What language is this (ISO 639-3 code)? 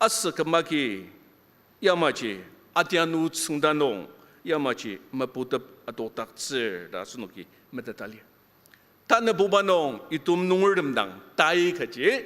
njo